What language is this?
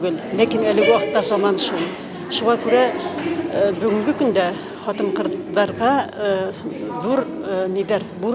Bashkir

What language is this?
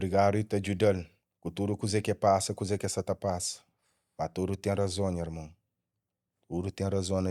Kabuverdianu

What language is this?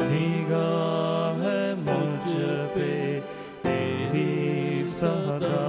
Konkani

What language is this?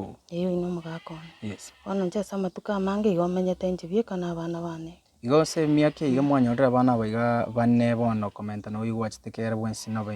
Gusii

